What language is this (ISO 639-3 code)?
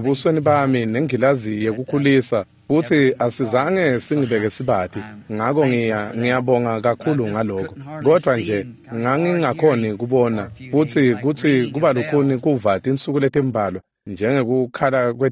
ssw